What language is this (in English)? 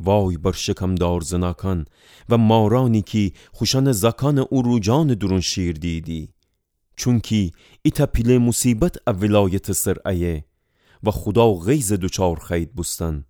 Gilaki